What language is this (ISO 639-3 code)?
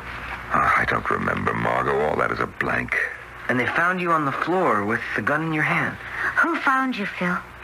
eng